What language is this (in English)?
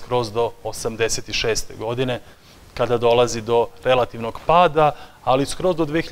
Serbian